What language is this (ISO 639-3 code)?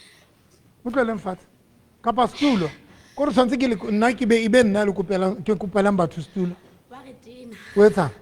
sot